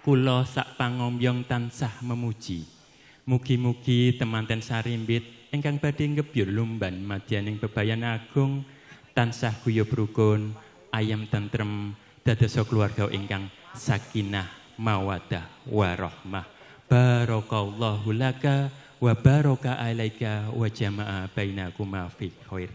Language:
Javanese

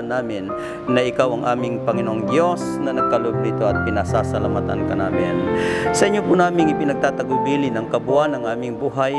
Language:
Filipino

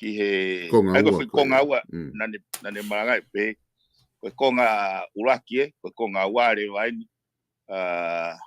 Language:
Tongan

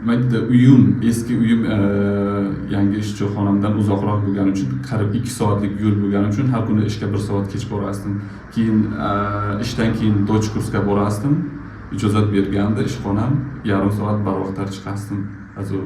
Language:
Uzbek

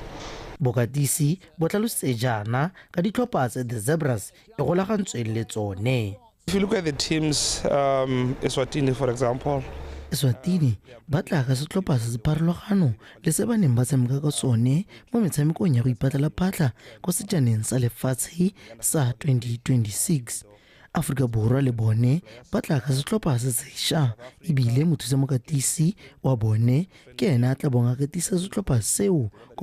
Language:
Tswana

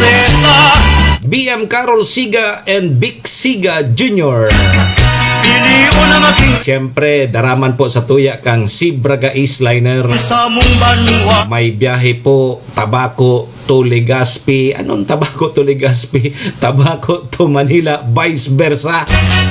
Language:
Bikol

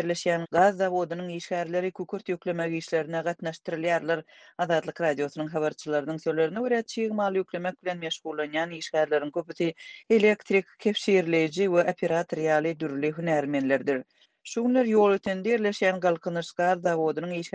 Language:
Turkmen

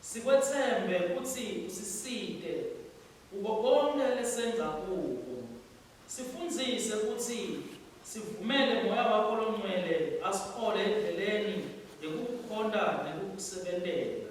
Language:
Swati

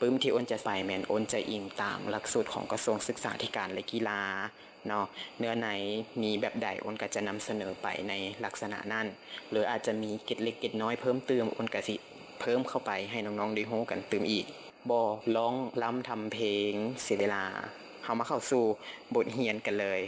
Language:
Lao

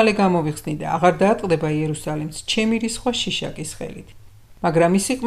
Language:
Georgian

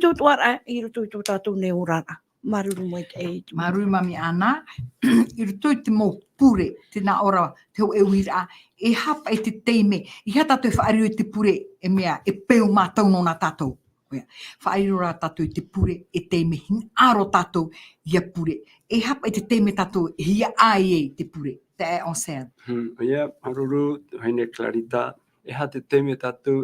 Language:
Tahitian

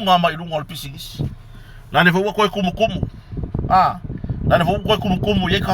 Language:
Samoan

